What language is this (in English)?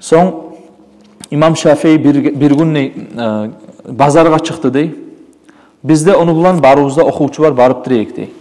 Kumyk